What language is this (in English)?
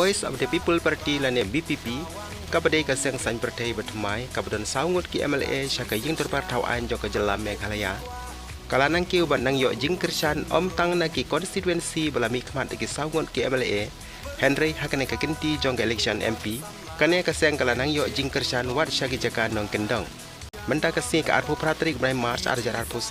Khasi